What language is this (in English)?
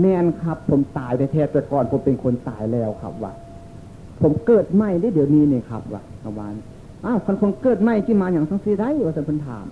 Northeastern Thai